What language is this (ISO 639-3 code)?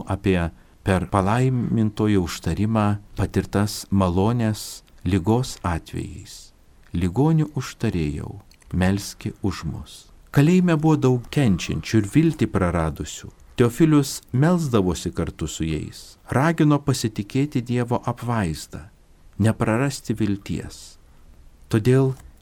lit